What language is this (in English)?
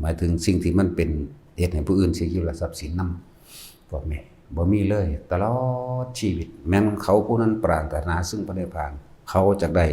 Northeastern Thai